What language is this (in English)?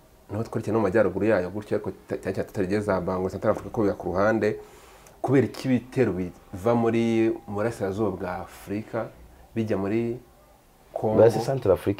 Kinyarwanda